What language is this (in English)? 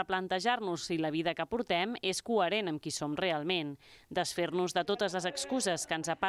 Catalan